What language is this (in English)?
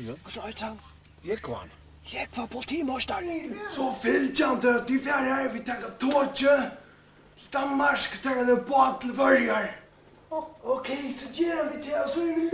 Faroese